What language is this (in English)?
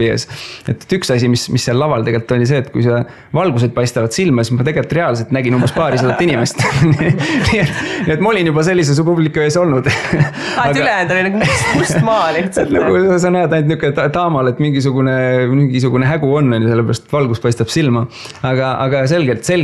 Estonian